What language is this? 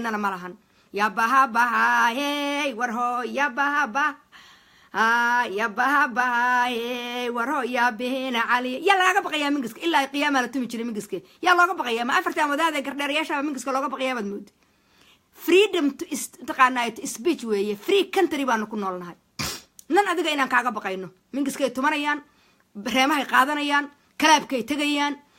Somali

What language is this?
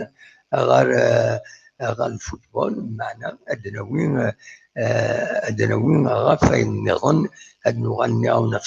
Kabyle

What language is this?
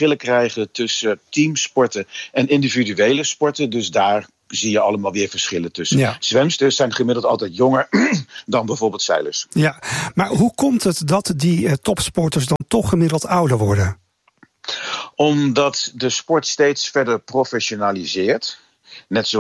Dutch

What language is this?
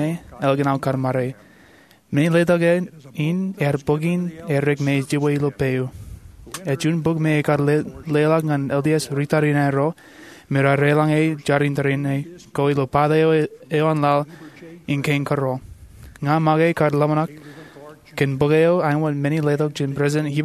Marshallese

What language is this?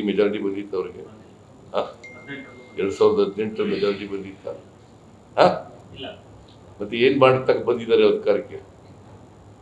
Kannada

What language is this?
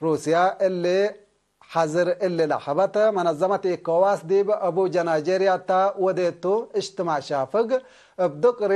Tigre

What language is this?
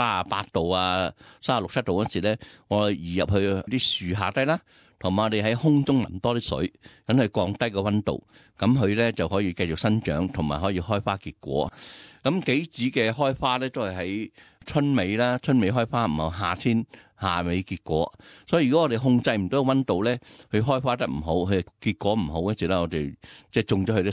Cantonese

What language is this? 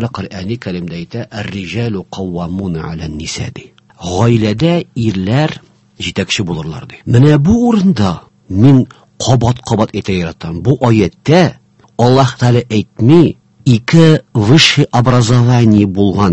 Tatar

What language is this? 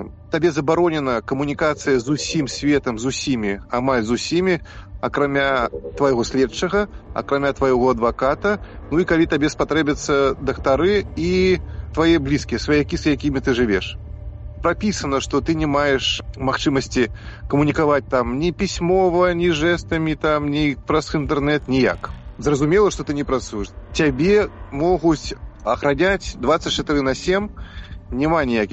Belarusian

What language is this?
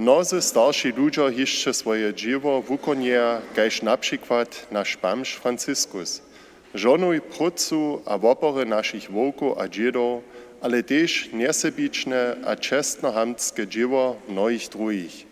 Upper Sorbian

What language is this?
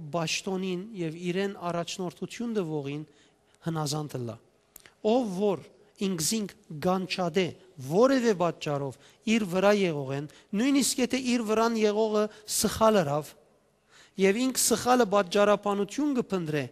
Western Armenian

